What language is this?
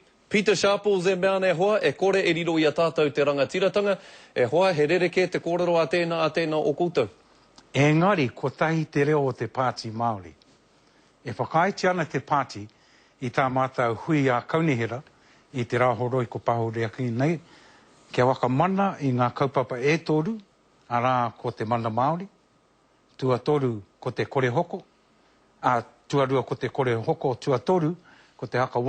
Māori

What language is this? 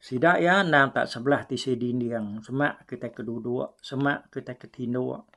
Iban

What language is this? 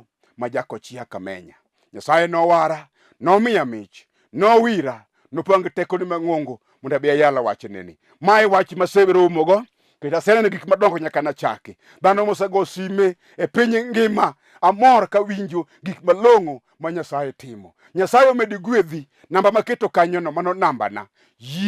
Luo (Kenya and Tanzania)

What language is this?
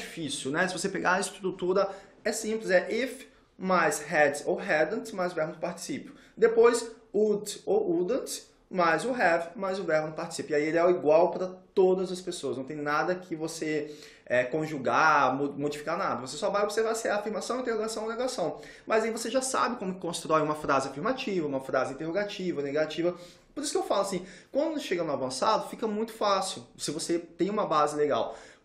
Portuguese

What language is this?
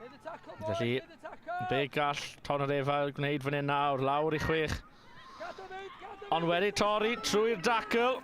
Welsh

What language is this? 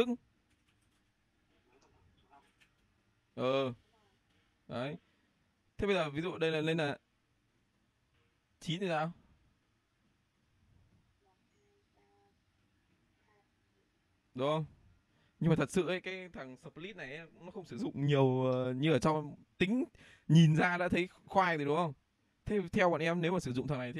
Vietnamese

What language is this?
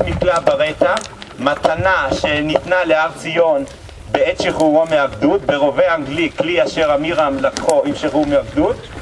Hebrew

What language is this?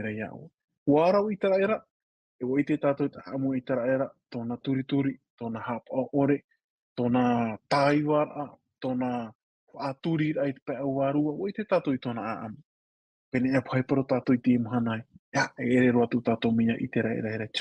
Tahitian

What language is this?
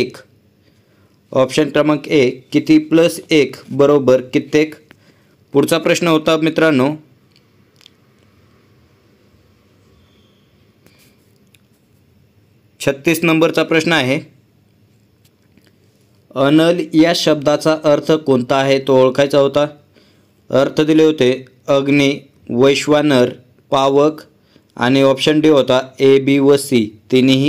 Marathi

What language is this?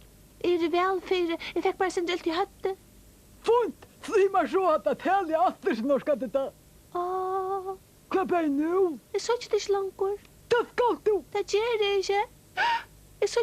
Faroese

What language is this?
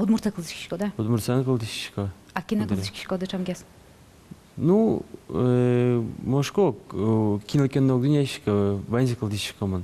Udmurt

